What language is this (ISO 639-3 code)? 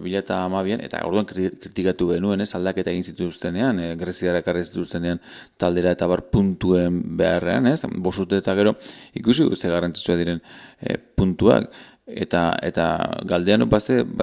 eus